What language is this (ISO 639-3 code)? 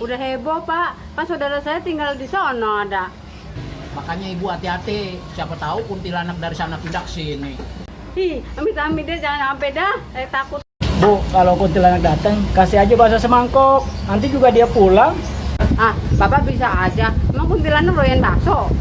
bew